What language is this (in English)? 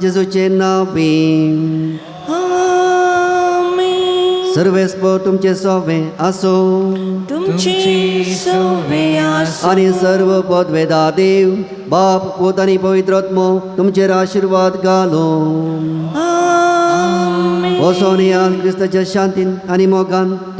Konkani